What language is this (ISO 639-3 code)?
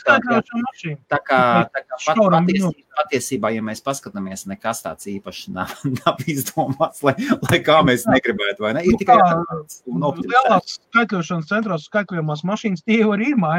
lav